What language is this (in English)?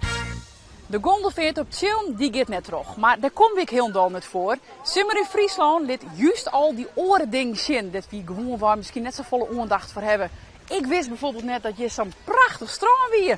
Western Frisian